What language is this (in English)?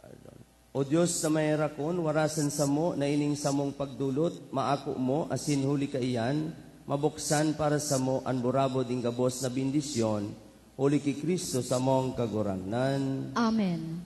Bikol